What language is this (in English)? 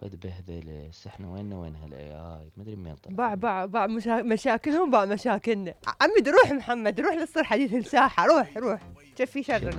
Mesopotamian Arabic